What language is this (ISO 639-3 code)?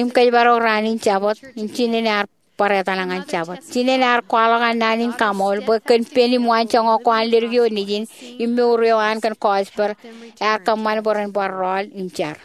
mah